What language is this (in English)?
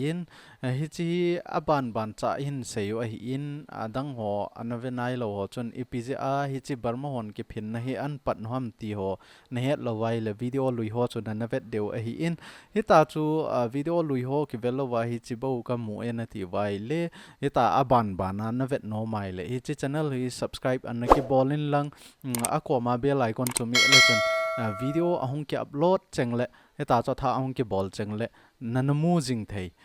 Thado Chin